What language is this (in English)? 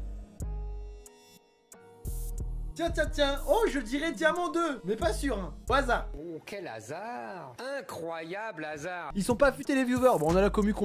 French